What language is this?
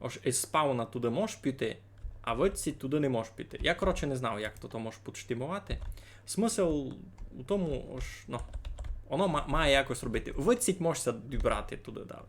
Rusyn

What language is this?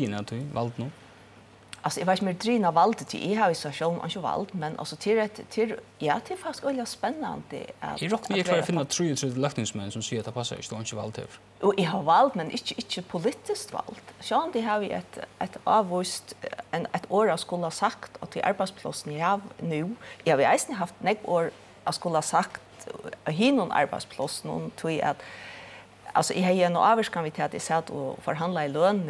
Faroese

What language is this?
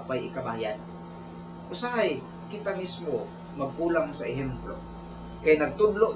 Cebuano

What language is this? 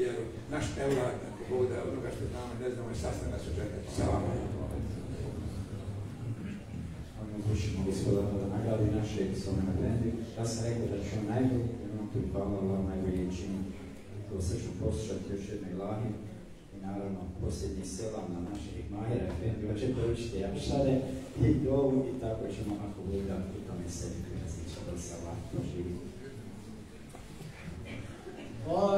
Bosnian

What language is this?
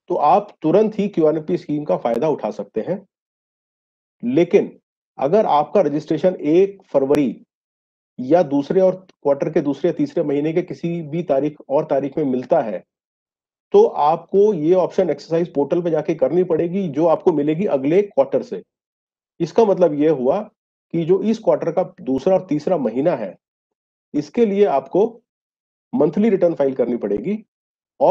Hindi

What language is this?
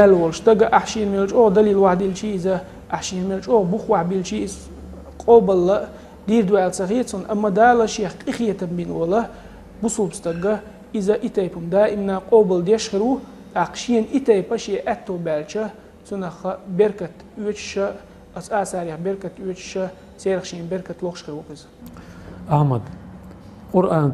Chechen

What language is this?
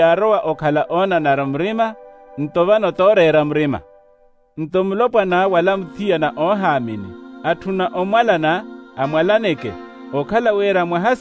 Makhuwa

